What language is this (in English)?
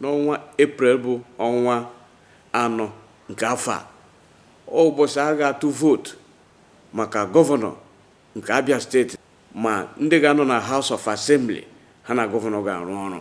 Igbo